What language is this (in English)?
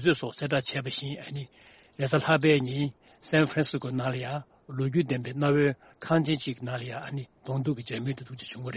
Tibetan